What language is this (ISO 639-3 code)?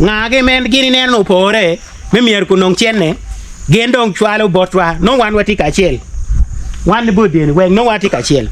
ach